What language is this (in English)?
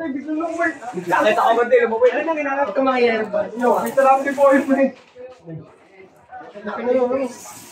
Filipino